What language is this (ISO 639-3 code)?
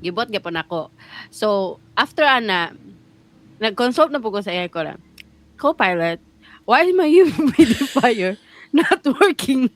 ceb